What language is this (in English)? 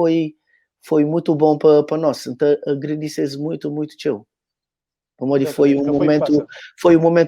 Kabuverdianu